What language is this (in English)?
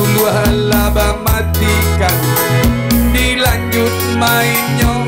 Minangkabau